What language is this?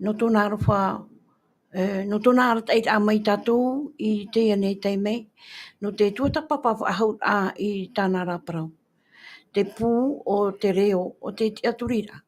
Tahitian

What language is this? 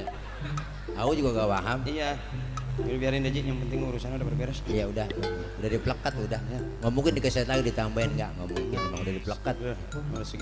Betawi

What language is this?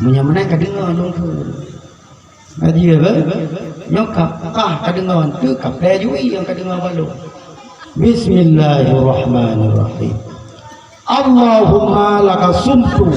Achinese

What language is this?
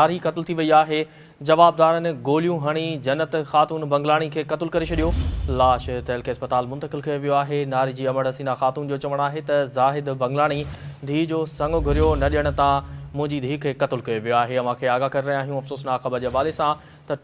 Sindhi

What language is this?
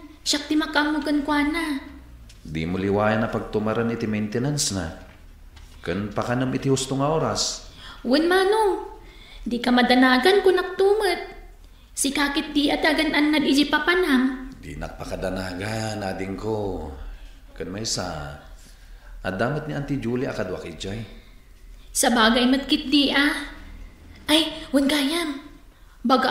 Iloko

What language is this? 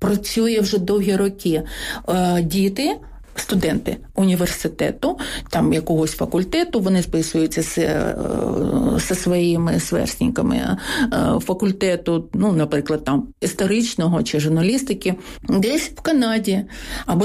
Ukrainian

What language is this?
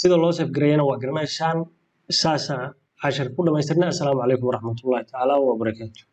Somali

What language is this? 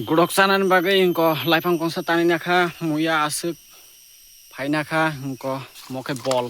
Kok Borok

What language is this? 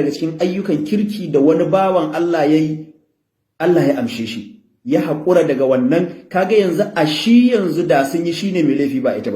Hausa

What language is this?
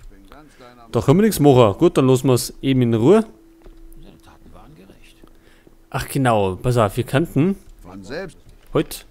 Bavarian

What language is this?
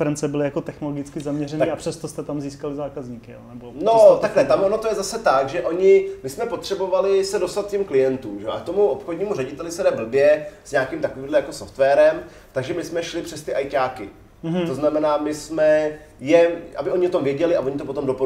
Czech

